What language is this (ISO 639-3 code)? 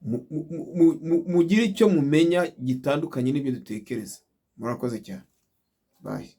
kin